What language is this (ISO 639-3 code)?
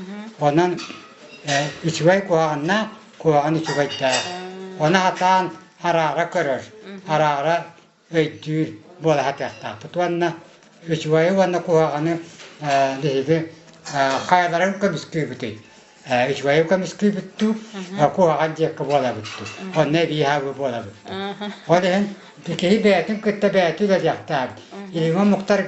sah